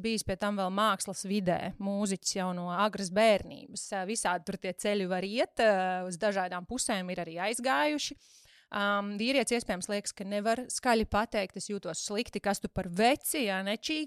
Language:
Latvian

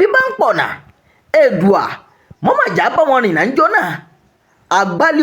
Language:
Yoruba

